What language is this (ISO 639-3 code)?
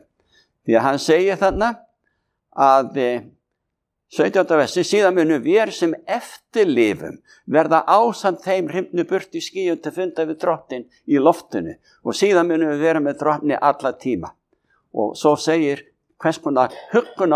isl